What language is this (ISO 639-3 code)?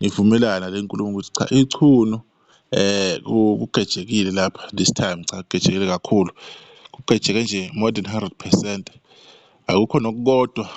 zul